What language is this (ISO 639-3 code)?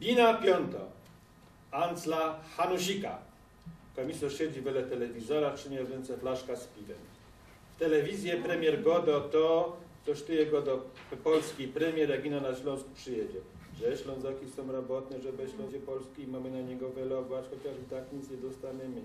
szl